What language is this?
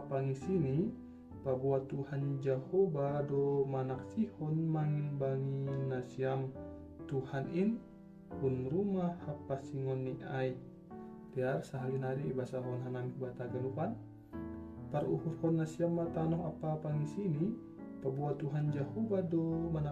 Batak Simalungun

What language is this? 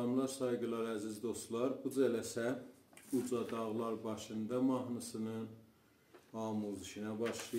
South Azerbaijani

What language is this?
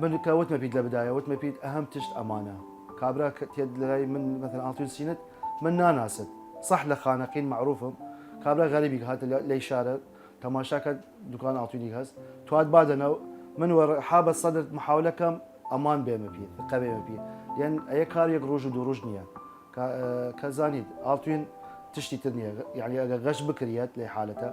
Southern Kurdish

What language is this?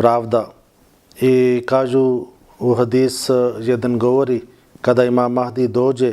Bosnian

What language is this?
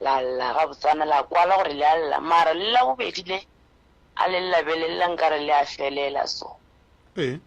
Northern Sotho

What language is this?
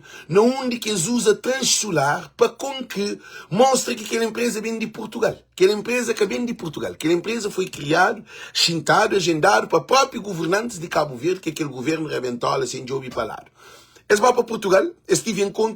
Kabuverdianu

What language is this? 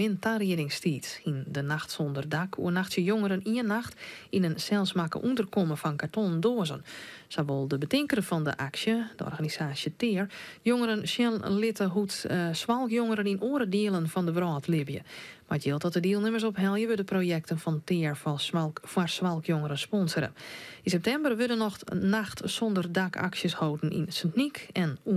Western Frisian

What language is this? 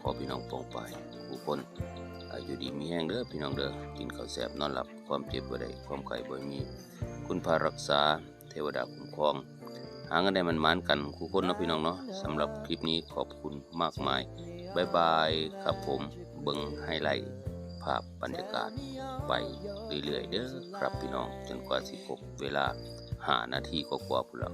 Northeastern Thai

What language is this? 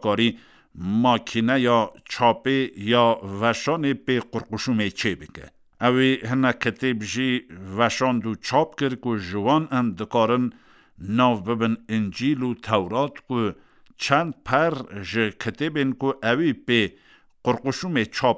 Kurdish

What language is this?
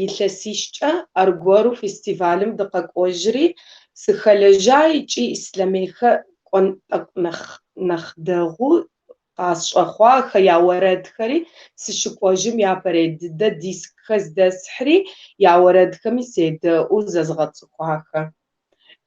Kabardian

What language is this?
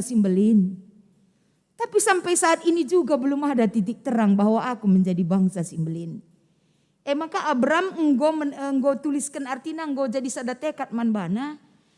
Batak Karo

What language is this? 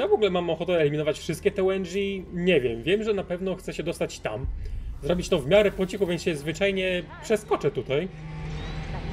Polish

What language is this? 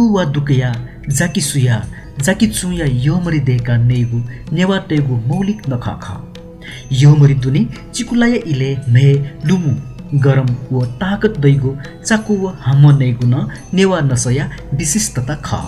Newari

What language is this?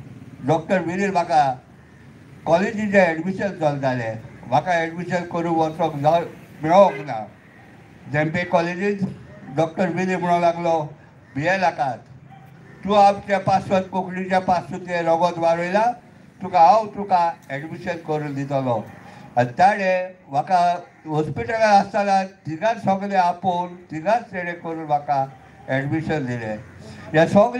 Konkani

